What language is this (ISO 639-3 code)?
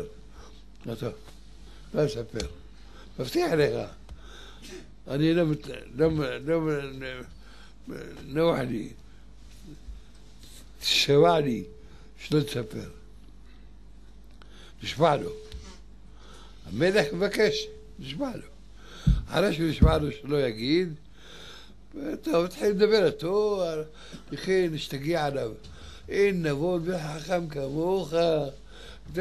heb